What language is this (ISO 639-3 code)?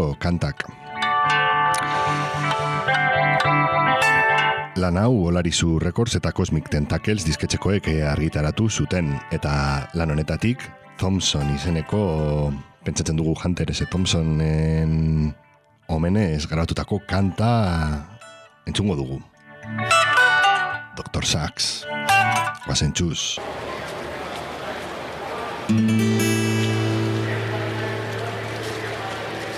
eus